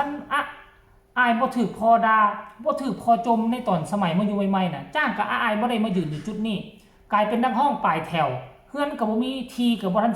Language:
Northeastern Thai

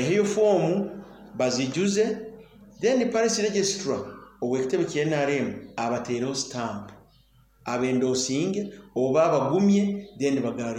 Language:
Nyoro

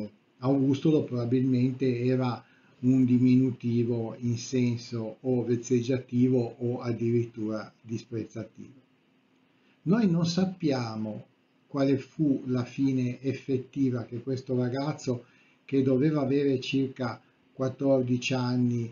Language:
Italian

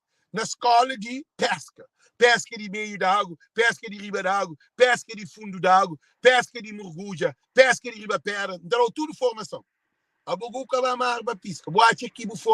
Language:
Kabuverdianu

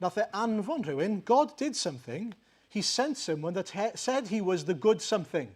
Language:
Welsh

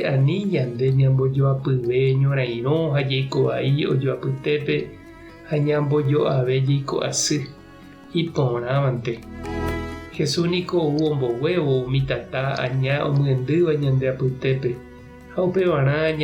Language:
Guarani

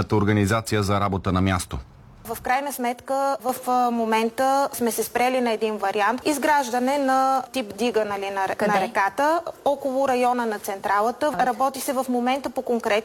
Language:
Bulgarian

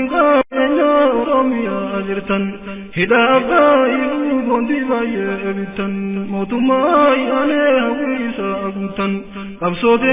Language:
Oromo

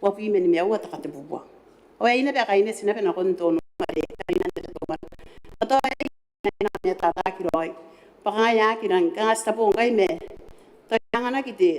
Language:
Gilbertese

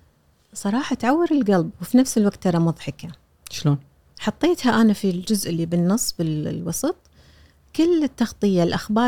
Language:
Gulf Arabic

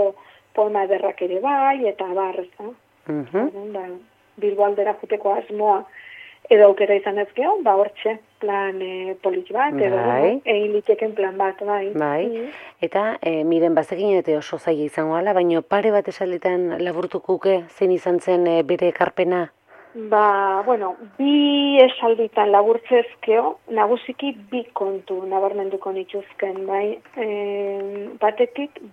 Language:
Basque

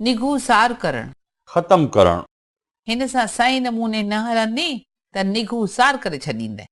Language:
Sindhi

